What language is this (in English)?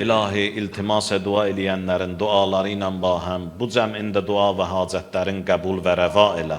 Azerbaijani